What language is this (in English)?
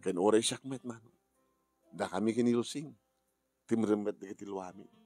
Iloko